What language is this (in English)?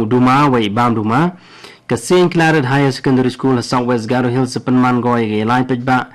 Khasi